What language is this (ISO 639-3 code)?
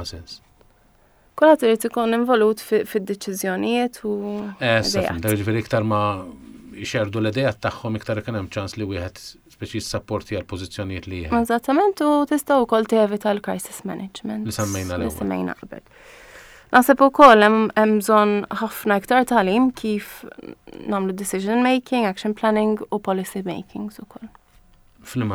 mlt